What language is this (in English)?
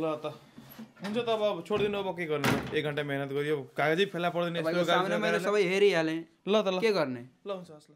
Nepali